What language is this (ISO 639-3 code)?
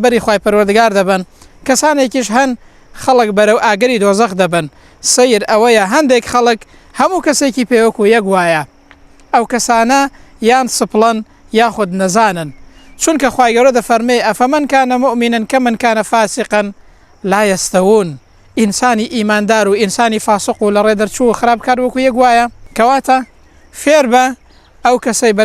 ckb